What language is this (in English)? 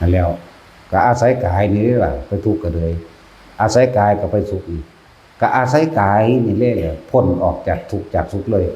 Northeastern Thai